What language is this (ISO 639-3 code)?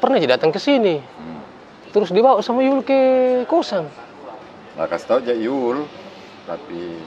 mfp